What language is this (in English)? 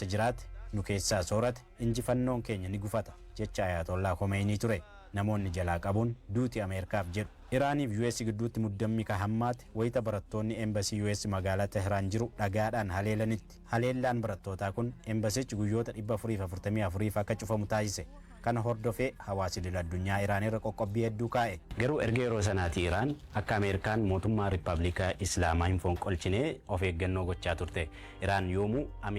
Oromo